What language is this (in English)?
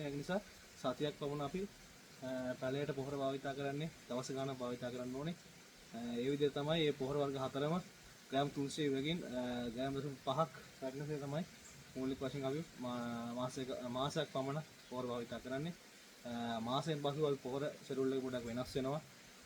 Sinhala